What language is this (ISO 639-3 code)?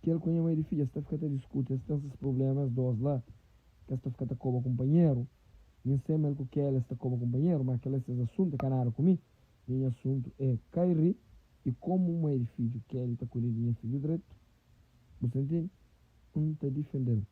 kea